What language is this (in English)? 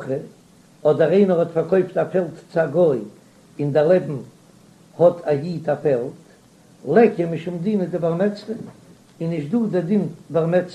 Yiddish